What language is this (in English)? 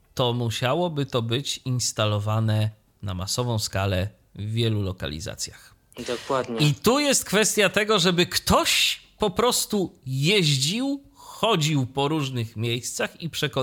Polish